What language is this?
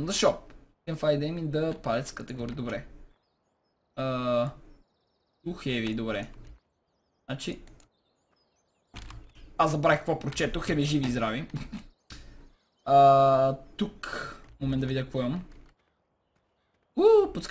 Bulgarian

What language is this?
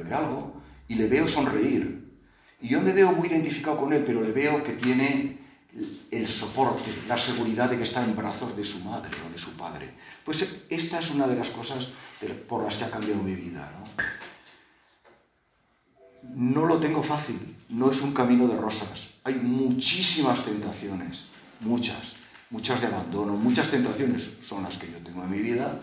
Spanish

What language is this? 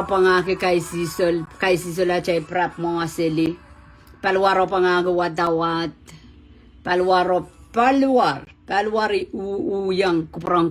Pohnpeian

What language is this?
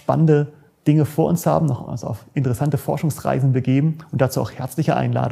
German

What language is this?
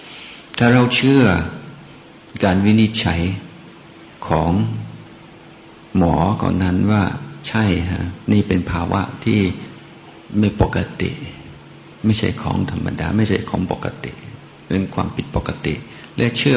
Thai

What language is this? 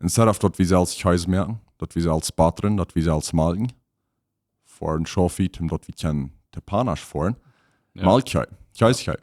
Plautdietsch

